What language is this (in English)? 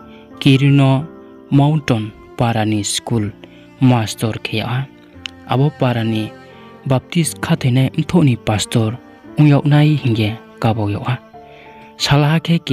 Riang (India)